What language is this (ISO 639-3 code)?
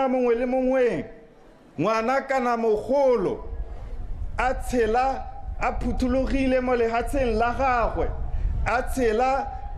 tsn